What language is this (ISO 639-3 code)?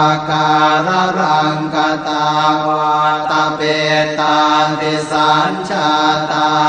pli